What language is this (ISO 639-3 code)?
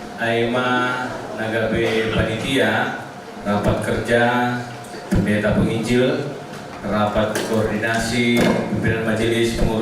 bts